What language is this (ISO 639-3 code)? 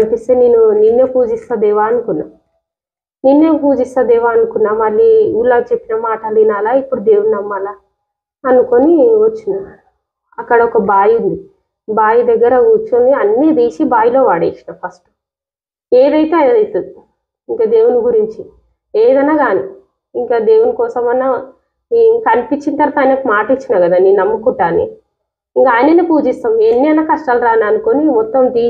tel